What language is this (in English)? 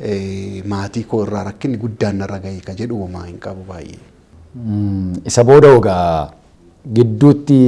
Oromo